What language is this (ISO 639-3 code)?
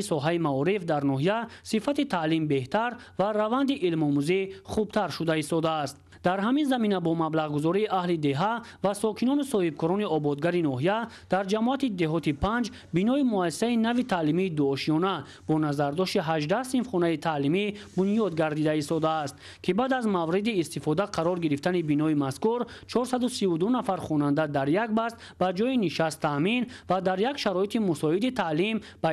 tgk